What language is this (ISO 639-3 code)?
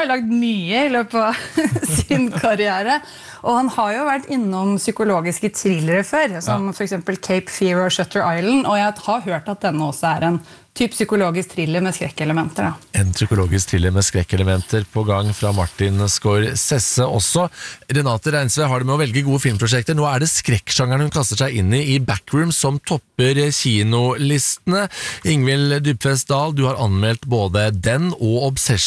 nor